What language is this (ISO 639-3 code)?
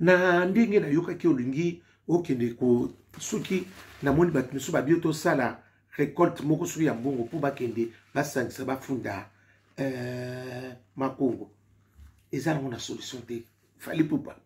lin